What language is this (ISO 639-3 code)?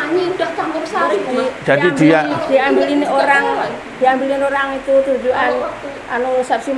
ind